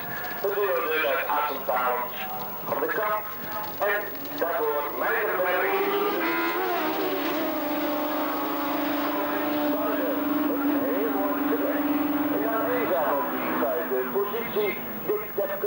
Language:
Dutch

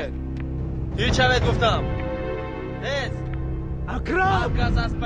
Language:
Tajik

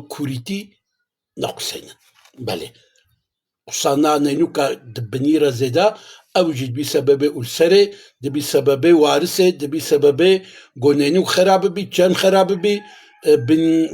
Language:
Kurdish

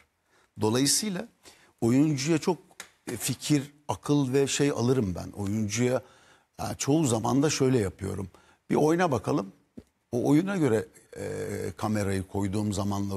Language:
Turkish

